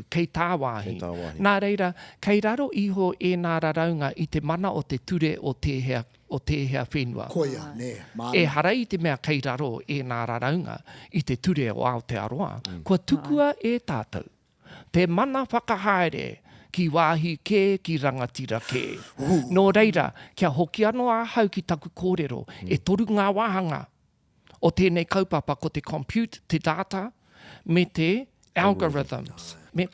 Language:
Māori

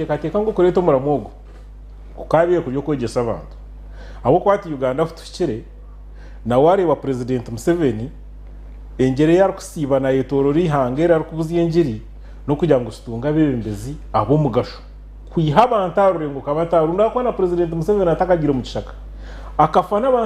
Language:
Nyankole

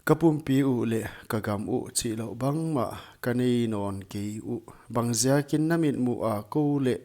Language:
Paite Chin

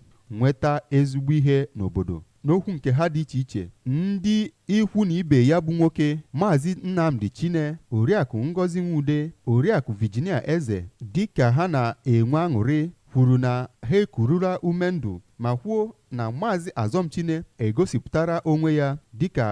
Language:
Igbo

